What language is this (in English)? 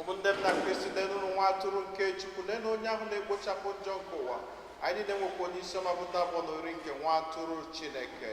Igbo